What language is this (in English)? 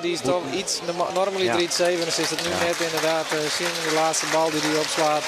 Western Frisian